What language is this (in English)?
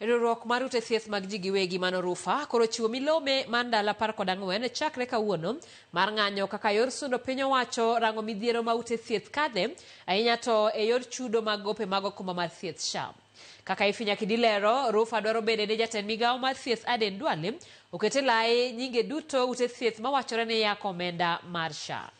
Luo (Kenya and Tanzania)